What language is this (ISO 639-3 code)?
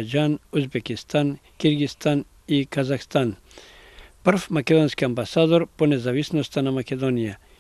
mkd